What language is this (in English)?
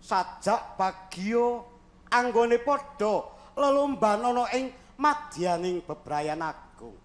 Javanese